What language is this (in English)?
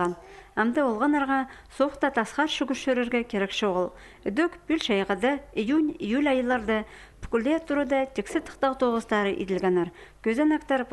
Khakas